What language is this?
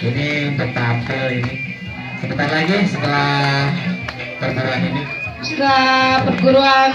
Betawi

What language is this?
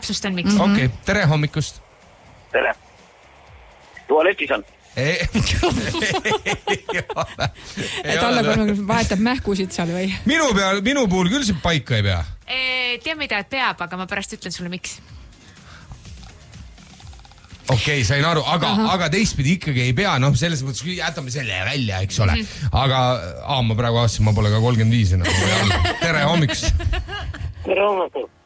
Estonian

